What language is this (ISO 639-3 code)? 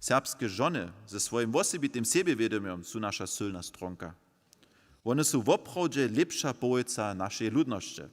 hsb